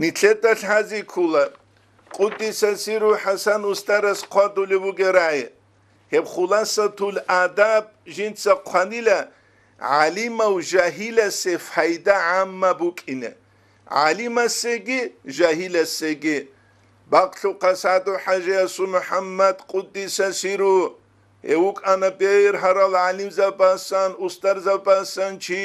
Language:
Avaric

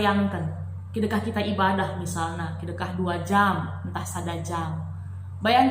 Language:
Batak Karo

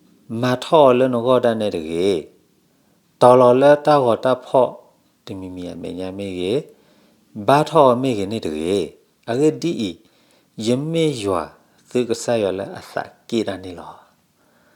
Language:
S'gaw Karen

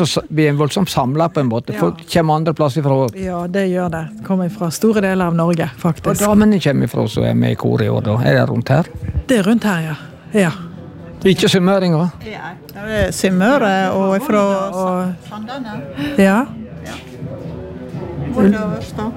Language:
Norwegian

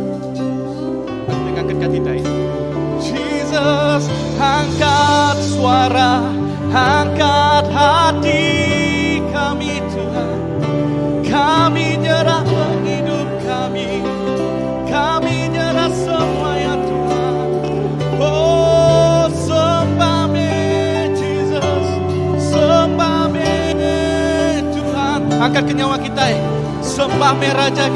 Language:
Iban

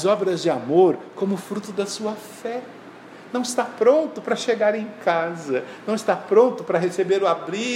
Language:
Portuguese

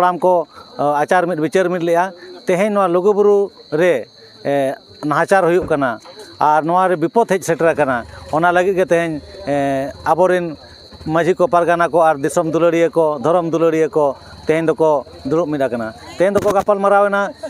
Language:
Santali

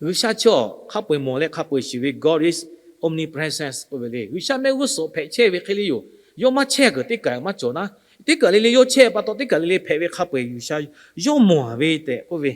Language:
Lahu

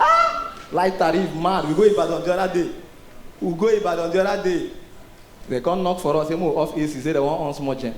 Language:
Nigerian Pidgin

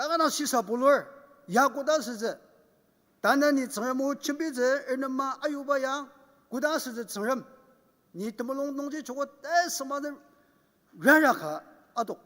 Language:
Ao Naga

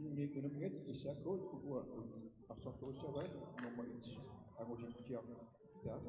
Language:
Kalaallisut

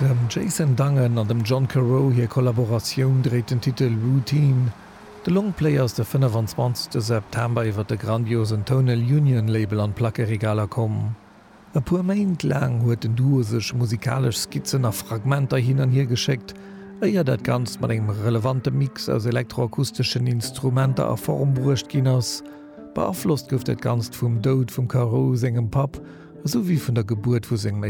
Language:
Luxembourgish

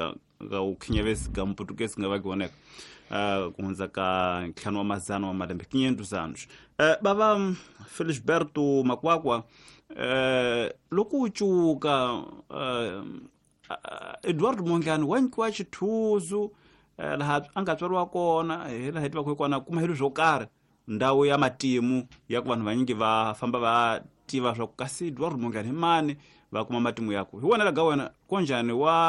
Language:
Tsonga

